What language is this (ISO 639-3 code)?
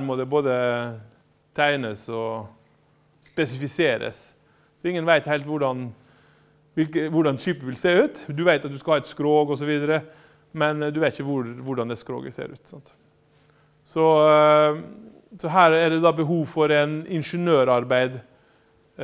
nor